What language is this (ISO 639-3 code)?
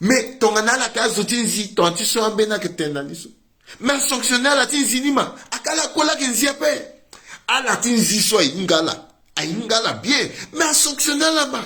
sag